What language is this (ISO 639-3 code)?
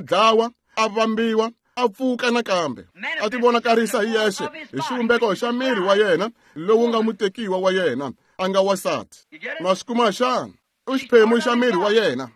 tso